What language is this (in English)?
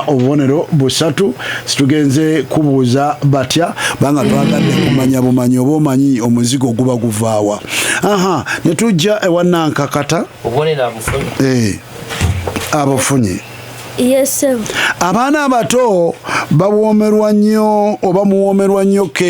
Ganda